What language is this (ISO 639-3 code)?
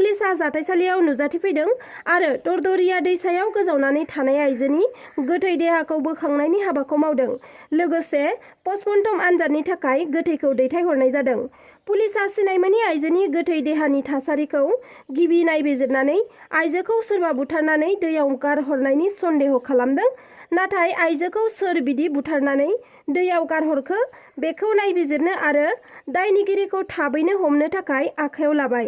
brx